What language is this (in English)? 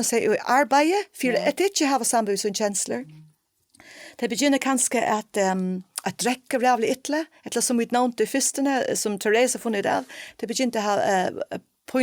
Faroese